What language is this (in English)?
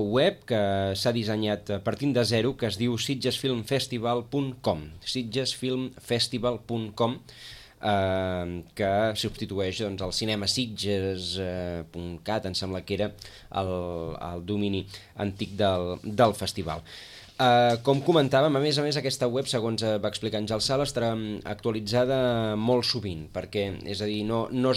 Catalan